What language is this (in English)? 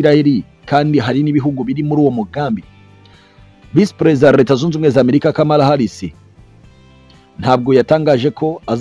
Kinyarwanda